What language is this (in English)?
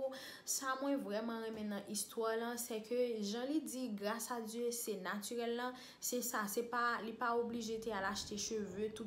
Haitian Creole